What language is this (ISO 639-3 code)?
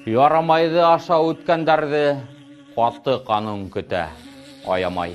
bak